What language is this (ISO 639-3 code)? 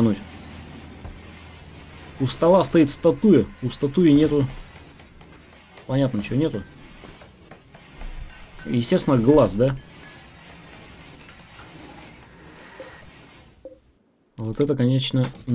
rus